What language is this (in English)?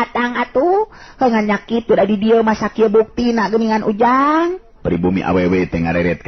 Sundanese